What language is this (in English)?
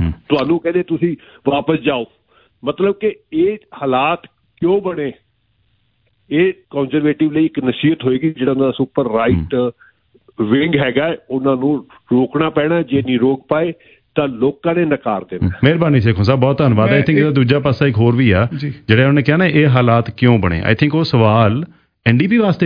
Punjabi